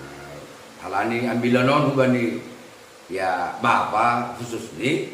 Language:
Batak Simalungun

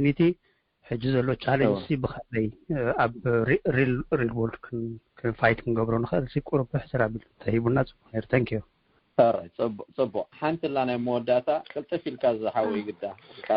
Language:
Tigrinya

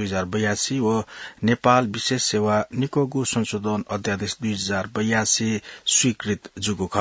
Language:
Newari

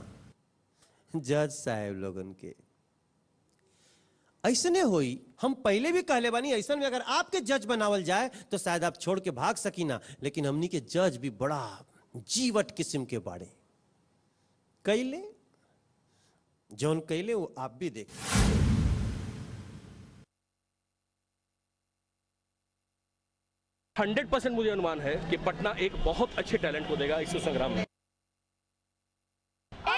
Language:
Bhojpuri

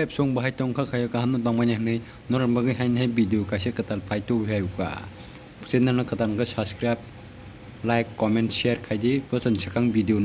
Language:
Kok Borok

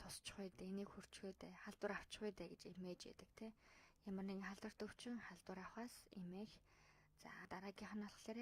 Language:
Mongolian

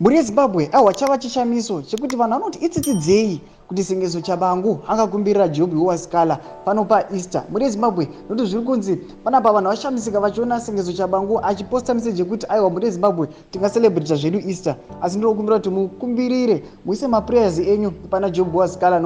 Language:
Shona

